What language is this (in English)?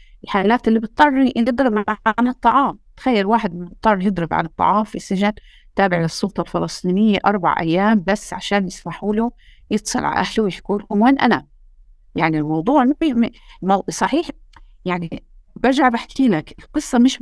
North Levantine Arabic